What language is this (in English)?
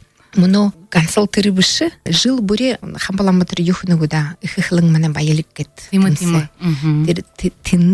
Buriat